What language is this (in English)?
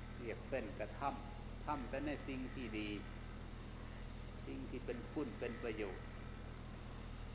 Thai